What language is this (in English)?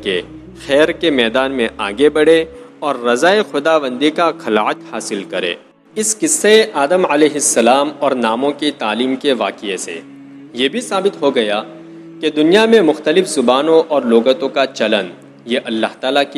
Urdu